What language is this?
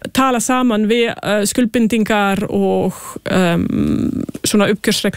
Icelandic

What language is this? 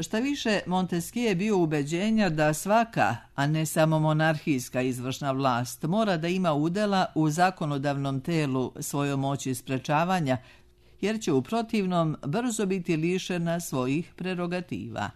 Serbian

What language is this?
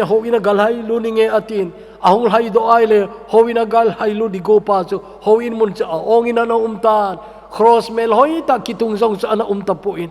Thado Chin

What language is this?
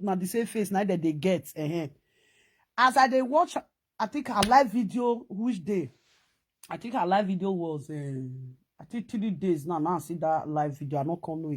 Nigerian Pidgin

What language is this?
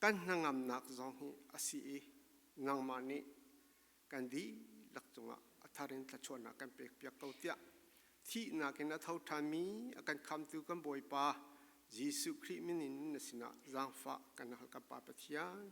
Falam Chin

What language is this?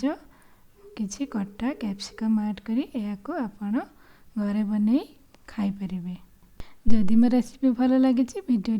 Odia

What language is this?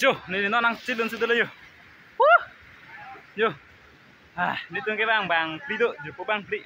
Karbi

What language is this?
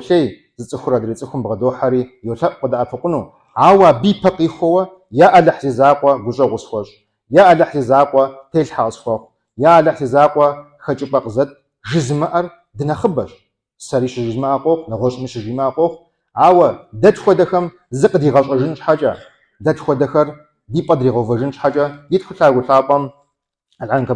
Kabardian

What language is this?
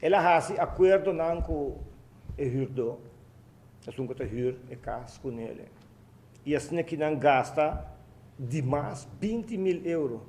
Papiamento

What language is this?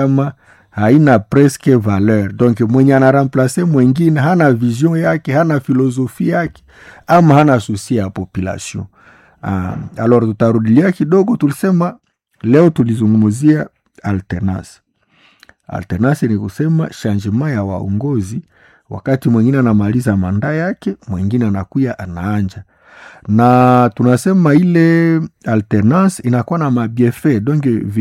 Swahili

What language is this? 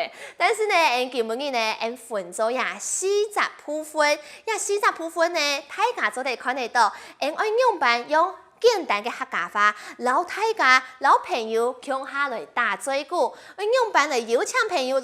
Hakka Chinese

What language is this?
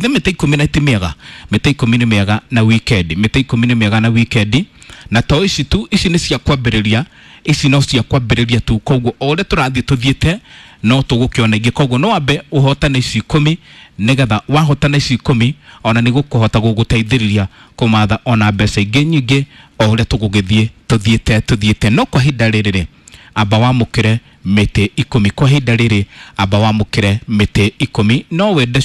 Kikuyu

